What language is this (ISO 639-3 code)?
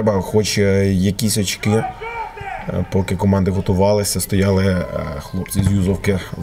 ukr